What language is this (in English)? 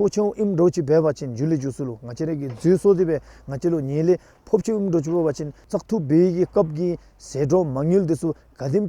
Dzongkha